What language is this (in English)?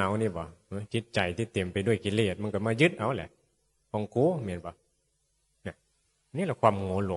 Northeastern Thai